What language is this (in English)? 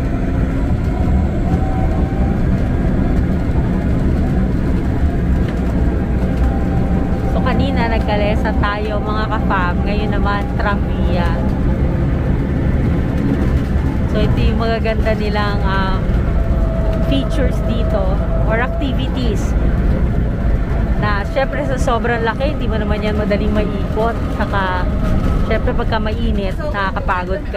Filipino